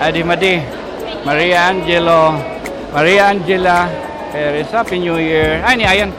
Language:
Waray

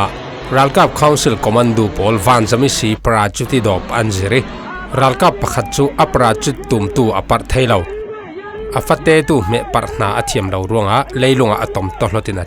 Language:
Falam Chin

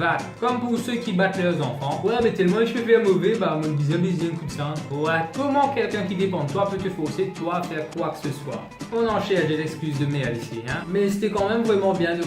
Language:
Morisyen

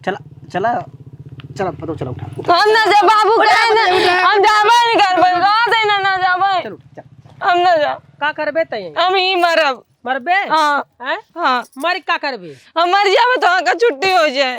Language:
Awadhi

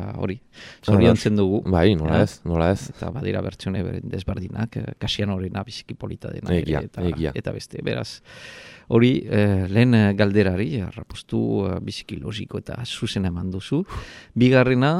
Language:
Basque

